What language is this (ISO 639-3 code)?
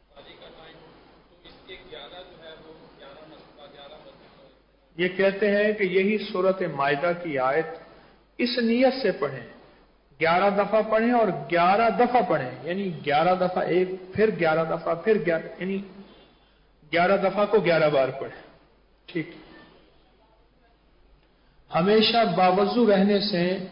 urd